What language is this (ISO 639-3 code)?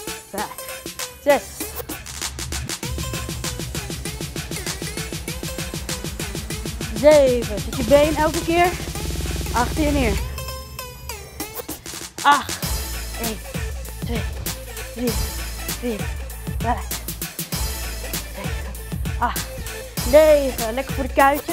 nld